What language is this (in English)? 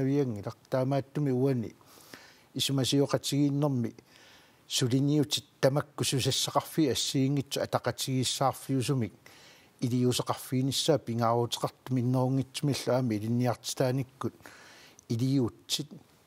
Kalaallisut